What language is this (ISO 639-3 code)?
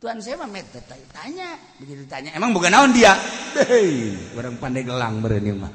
sun